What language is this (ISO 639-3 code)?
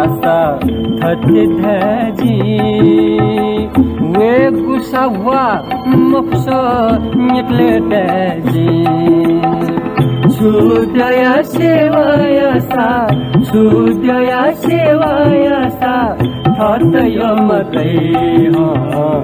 new